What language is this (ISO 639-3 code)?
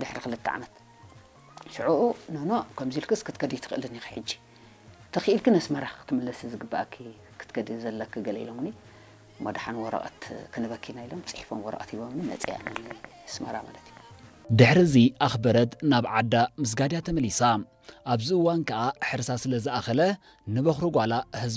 tir